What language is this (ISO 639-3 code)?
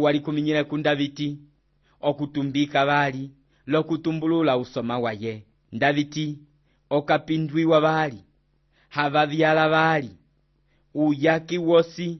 umb